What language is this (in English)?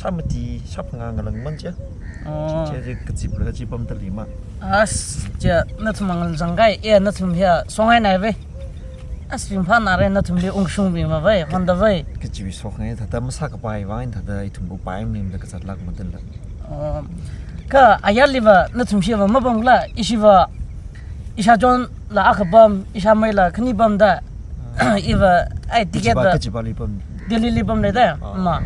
Tangkhul Naga (India)